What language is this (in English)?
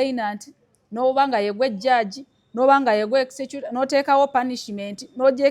Ganda